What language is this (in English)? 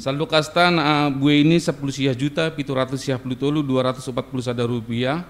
Batak Simalungun